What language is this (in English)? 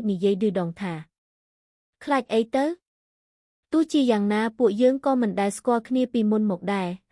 Khmer